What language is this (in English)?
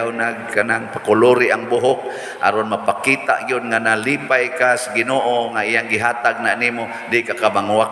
Cebuano